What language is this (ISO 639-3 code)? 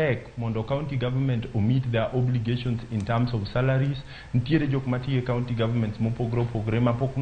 luo